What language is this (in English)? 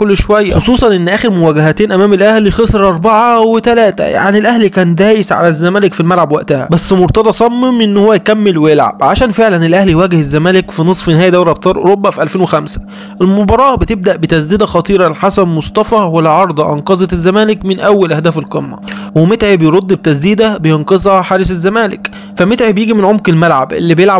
Egyptian Arabic